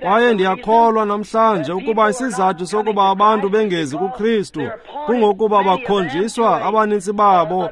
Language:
Xhosa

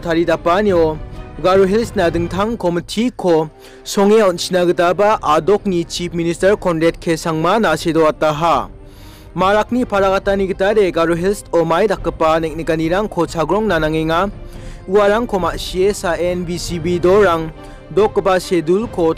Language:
Garo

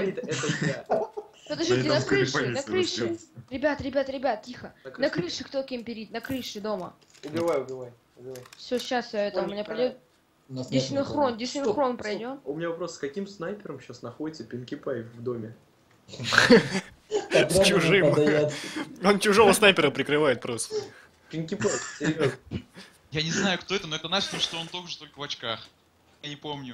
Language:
Russian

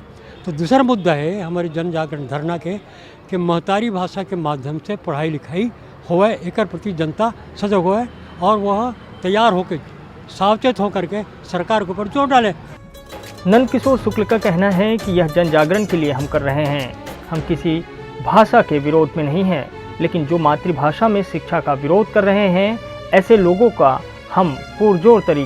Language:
Chhattisgarhi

